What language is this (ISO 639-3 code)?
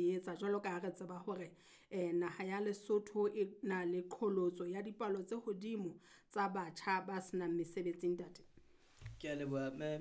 sot